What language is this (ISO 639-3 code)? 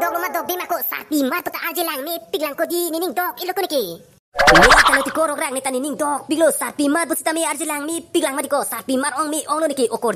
mjw